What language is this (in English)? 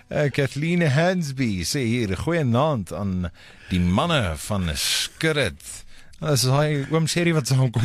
Afrikaans